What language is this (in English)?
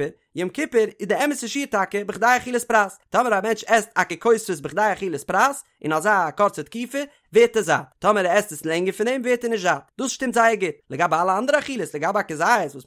Yiddish